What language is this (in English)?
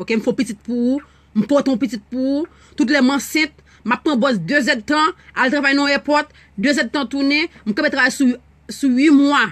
Haitian Creole